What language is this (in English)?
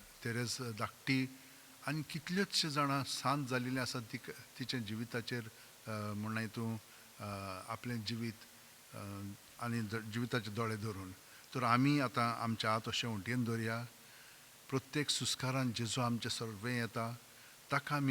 Konkani